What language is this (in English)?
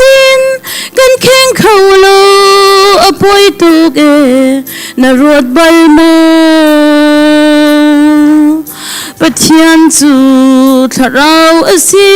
Hakha Chin